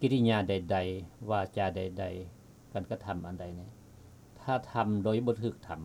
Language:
Lao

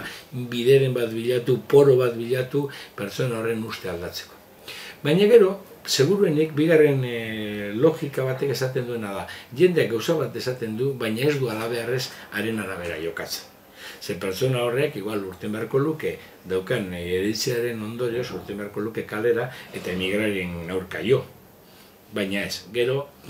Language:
Basque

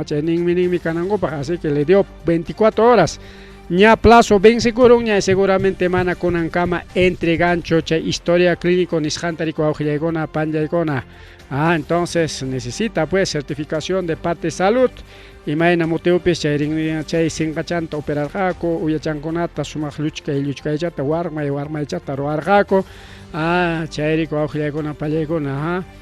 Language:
Ayacucho Quechua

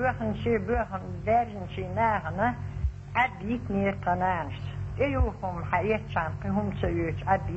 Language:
Chechen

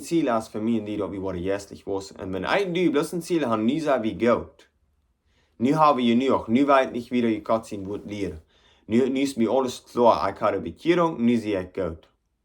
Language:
Plautdietsch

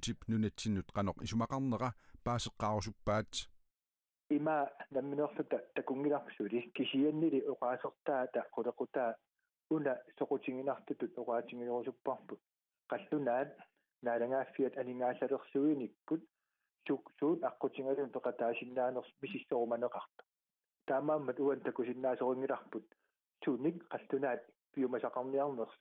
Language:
Kalaallisut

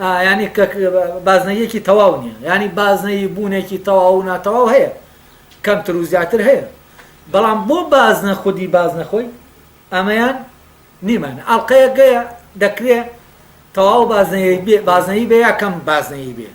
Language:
Central Kurdish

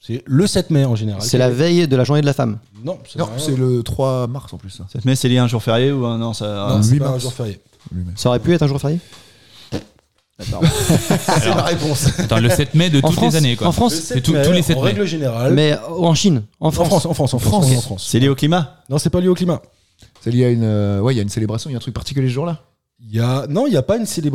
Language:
French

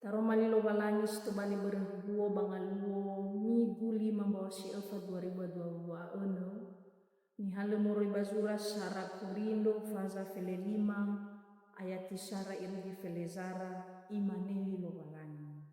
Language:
Nias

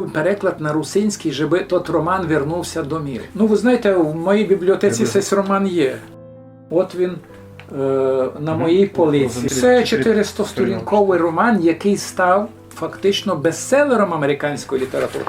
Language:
Rusyn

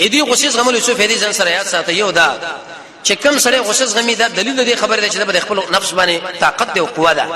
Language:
Pashto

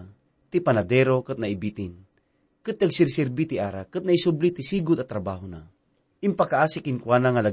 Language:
Iloko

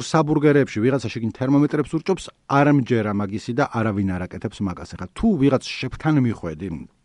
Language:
Georgian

